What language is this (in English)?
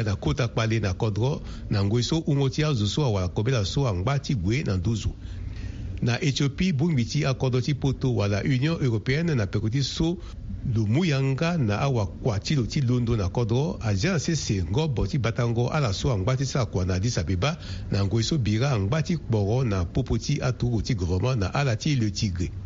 Sango